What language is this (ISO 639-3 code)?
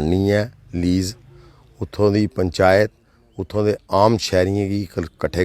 doi